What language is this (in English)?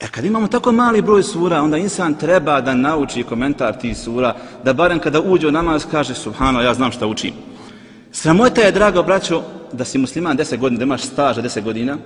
Bosnian